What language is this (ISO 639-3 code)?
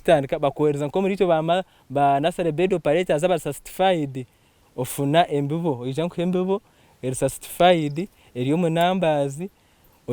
nyn